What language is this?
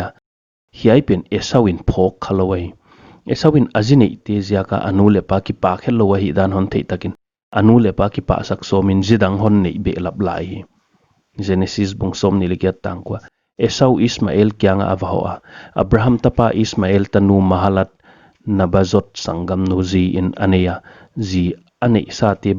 Paite Chin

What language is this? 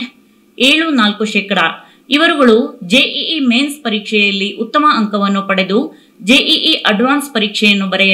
Kannada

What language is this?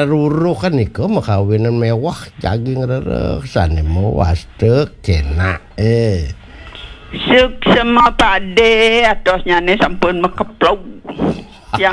Balinese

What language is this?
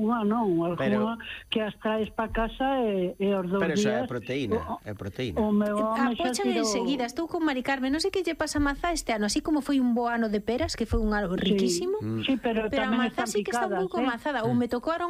Galician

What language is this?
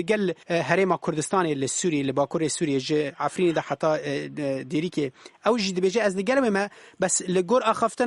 Kurdish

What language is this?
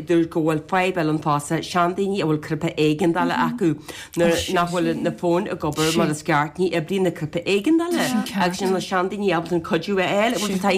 Irish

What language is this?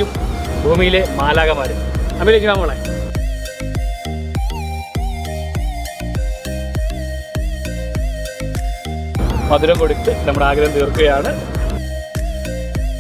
Malayalam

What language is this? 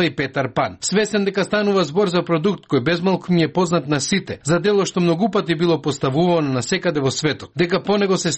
Macedonian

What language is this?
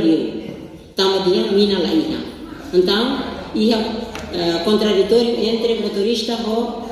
Tetum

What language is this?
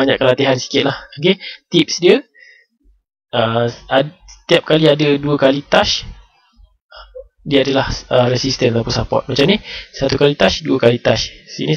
Malay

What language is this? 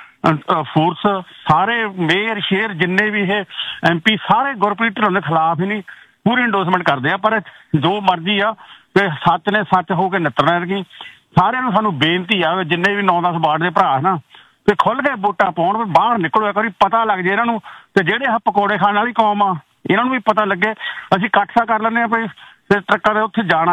Punjabi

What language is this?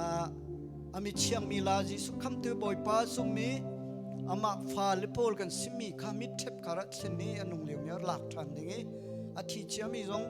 Hakha Chin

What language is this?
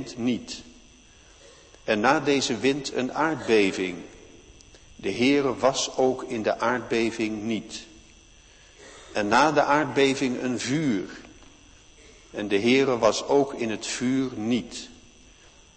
Dutch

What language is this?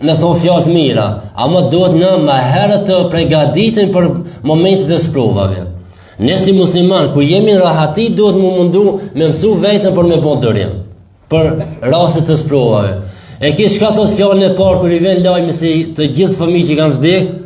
Albanian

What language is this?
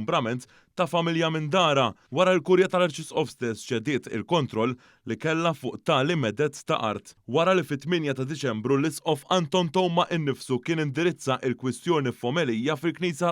Maltese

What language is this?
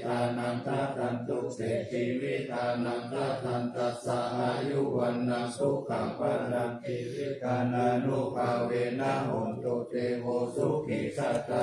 Pali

